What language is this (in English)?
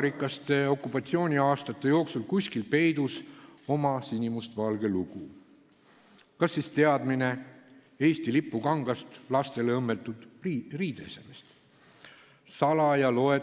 Estonian